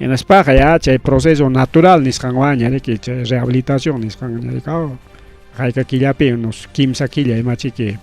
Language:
Ayacucho Quechua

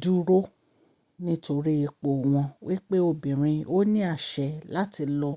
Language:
Yoruba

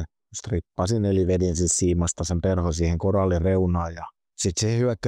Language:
Finnish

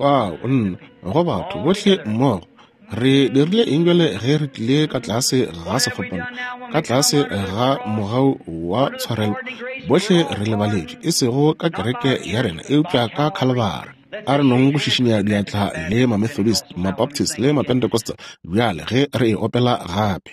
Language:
Northern Sotho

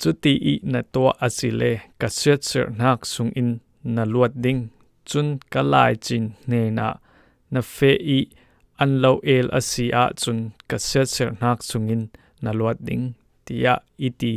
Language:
Falam Chin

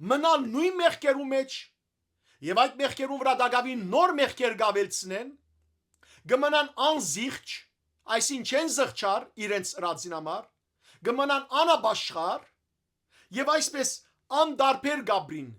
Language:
Western Armenian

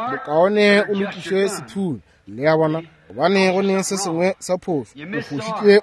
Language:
Northern Sotho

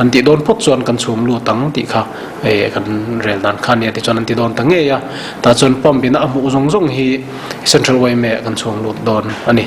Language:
Mizo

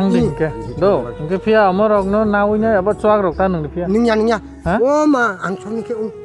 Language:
Kok Borok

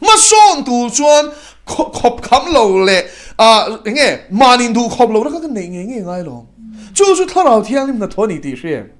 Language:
Mizo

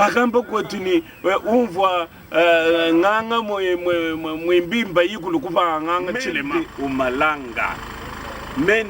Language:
Luba-Lulua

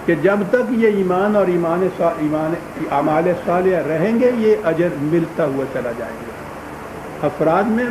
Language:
Urdu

